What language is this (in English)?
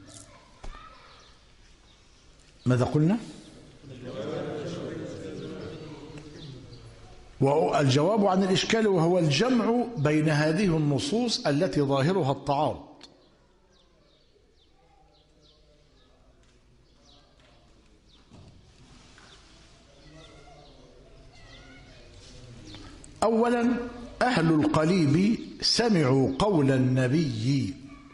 Arabic